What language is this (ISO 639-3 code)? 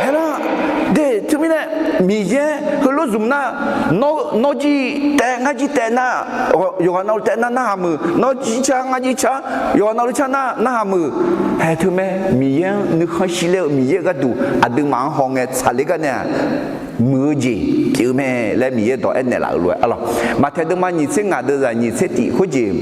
ahk